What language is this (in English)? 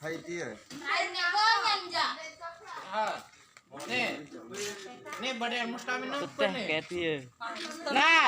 Sasak